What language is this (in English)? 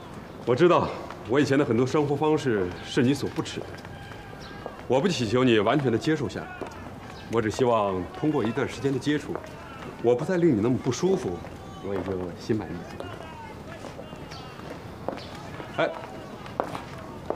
Chinese